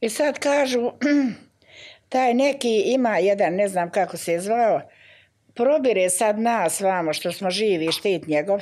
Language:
Bosnian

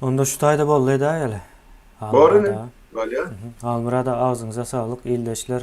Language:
Turkmen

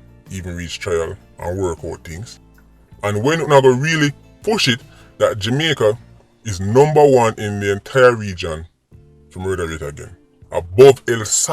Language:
Jamaican Creole English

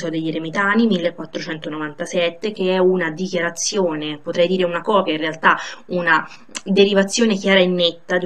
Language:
Italian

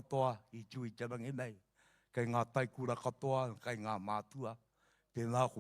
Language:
Māori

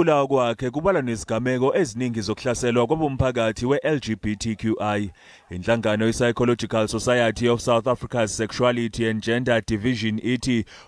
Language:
Zulu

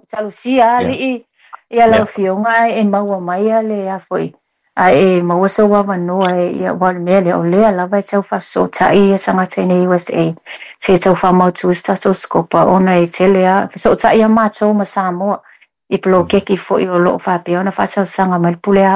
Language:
Samoan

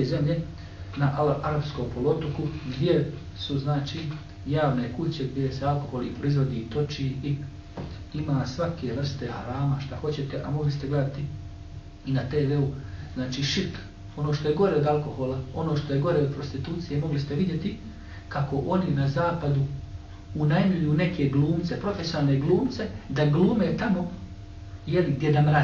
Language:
Bosnian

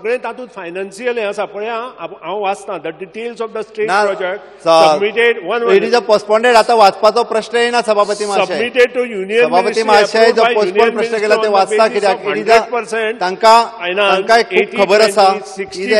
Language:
Konkani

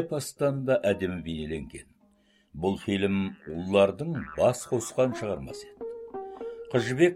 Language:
Kazakh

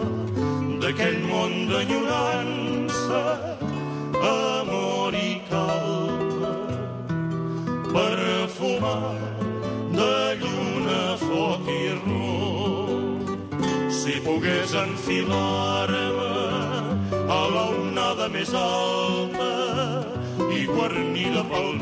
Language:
Catalan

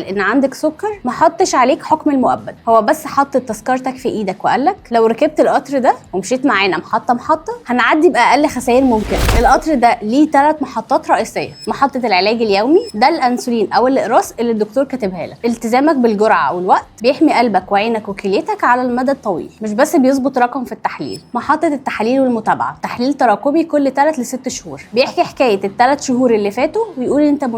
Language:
Egyptian Arabic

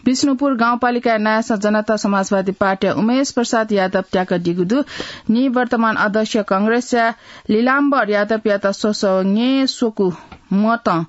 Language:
Newari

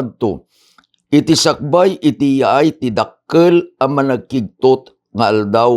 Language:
Iloko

